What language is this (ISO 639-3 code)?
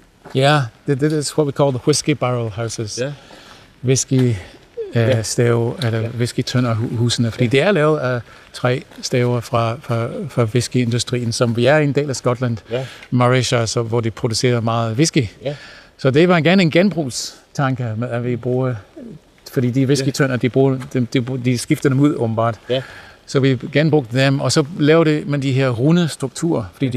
dan